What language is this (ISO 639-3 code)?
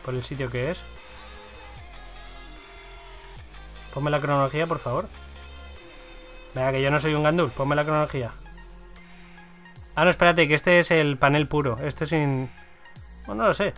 spa